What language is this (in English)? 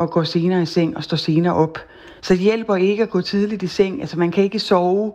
Danish